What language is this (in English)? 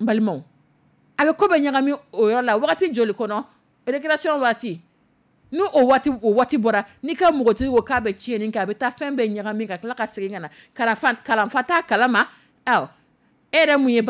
Dyula